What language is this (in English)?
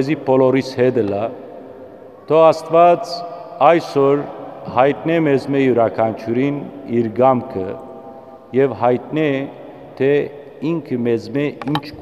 Western Armenian